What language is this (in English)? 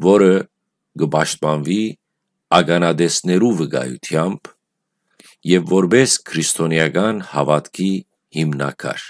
Western Armenian